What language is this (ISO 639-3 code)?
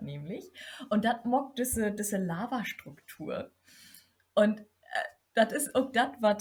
nds